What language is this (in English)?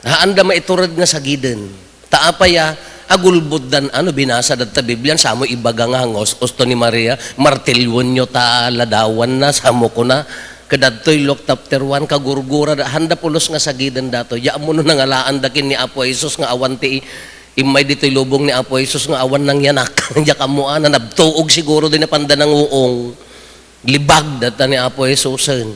Iloko